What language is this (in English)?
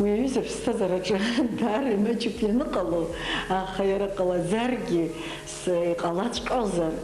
Abkhazian